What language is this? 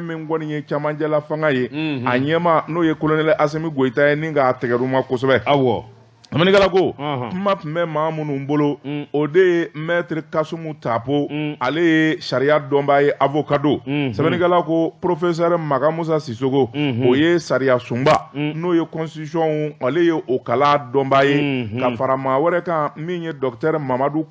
Bambara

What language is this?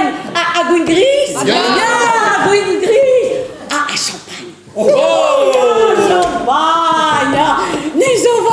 Breton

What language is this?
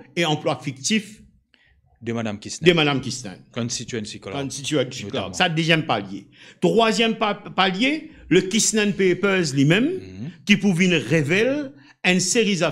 Morisyen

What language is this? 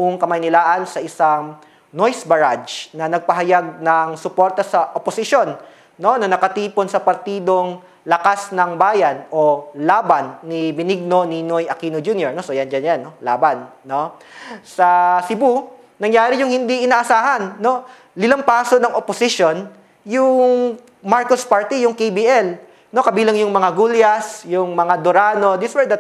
Filipino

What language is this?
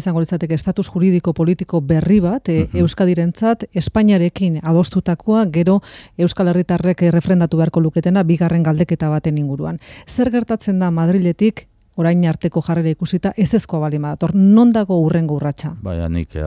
Basque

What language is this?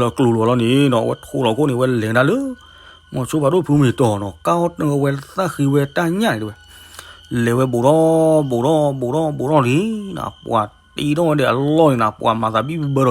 S'gaw Karen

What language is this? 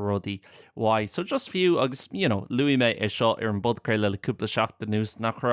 Irish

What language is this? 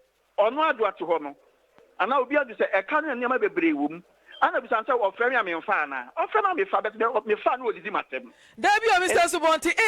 Akan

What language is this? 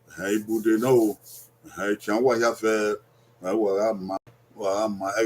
Bini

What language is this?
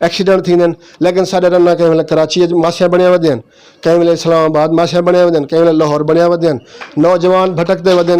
Saraiki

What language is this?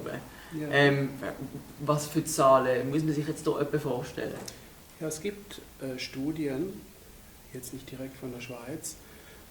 Swiss German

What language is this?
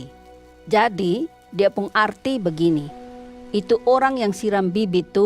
Kupang Malay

